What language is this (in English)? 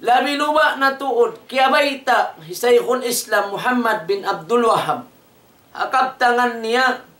Tausug